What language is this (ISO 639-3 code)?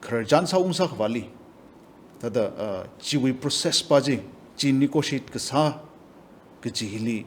nmf